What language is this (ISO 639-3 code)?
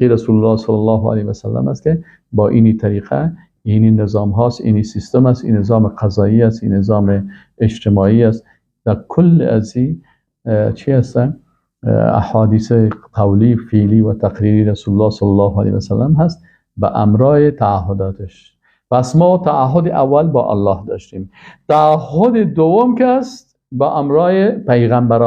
fas